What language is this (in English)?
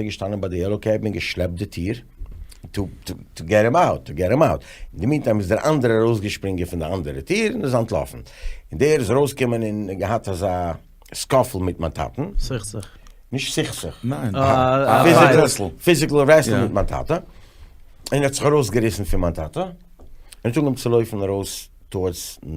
Yiddish